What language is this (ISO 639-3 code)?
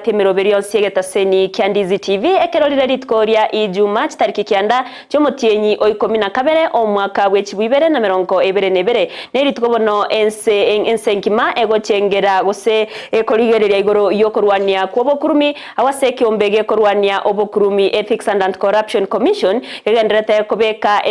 guz